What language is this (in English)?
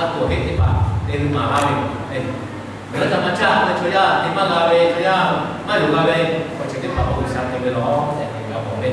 Lahu